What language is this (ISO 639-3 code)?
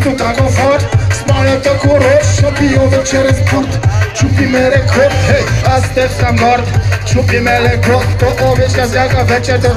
bul